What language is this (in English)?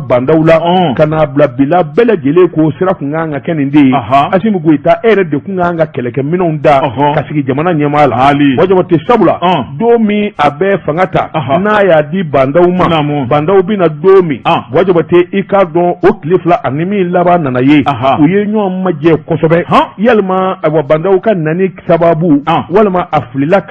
Bambara